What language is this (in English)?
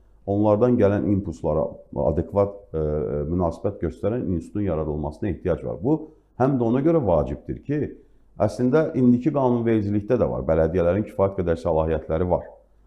Azerbaijani